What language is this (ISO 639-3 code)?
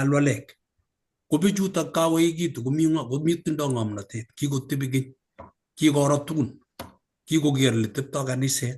kln